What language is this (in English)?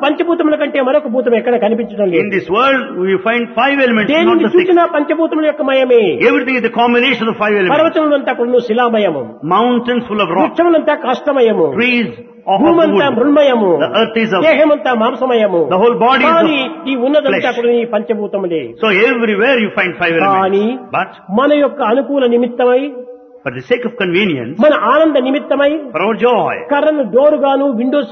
Telugu